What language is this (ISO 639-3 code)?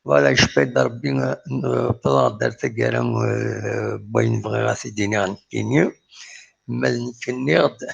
kab